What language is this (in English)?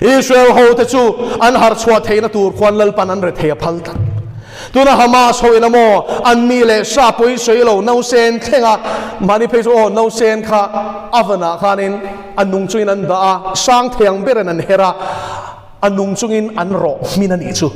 Mizo